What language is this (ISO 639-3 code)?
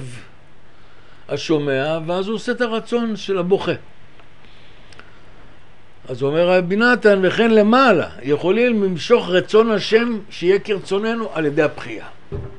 heb